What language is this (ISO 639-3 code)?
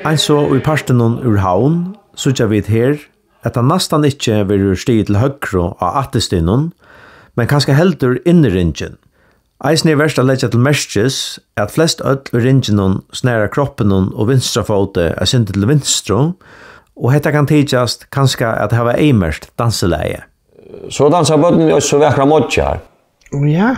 fao